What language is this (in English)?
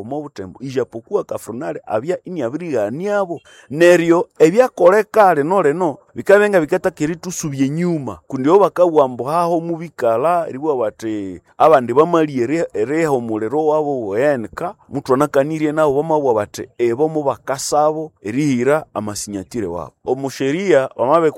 Nande